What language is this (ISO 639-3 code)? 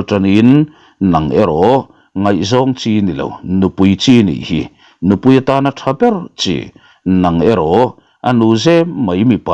lus